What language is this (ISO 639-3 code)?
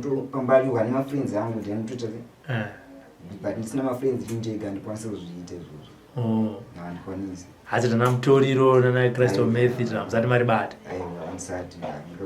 sna